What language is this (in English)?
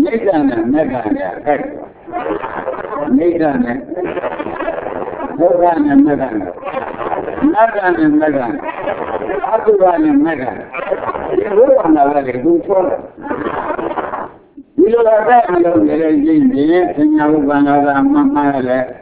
Burmese